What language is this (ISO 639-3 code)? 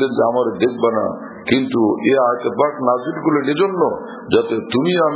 ben